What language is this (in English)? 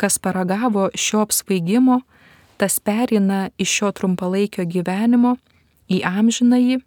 Lithuanian